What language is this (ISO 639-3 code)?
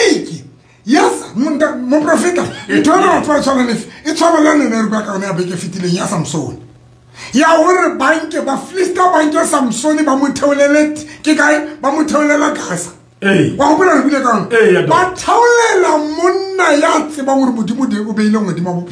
sot